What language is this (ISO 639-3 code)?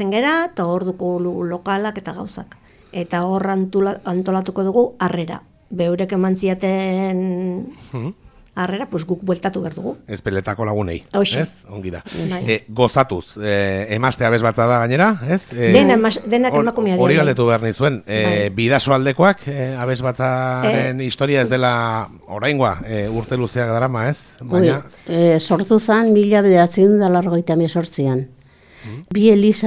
eus